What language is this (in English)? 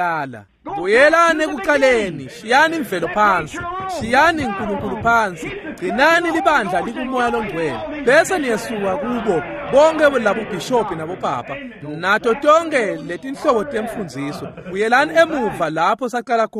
Swati